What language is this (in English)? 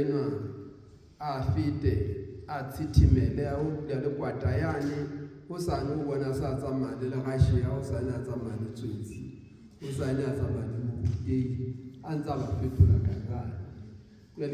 Southern Sotho